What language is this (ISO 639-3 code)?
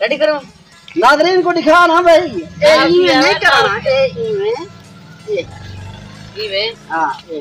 skr